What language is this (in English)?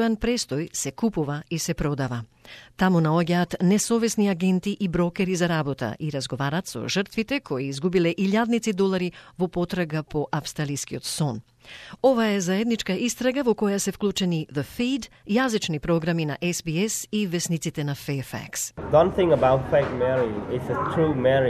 Macedonian